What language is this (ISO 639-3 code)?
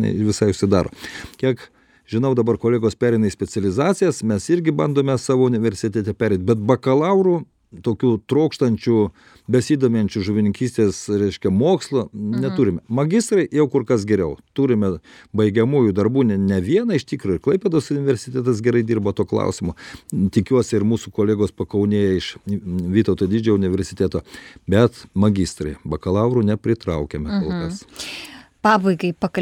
lit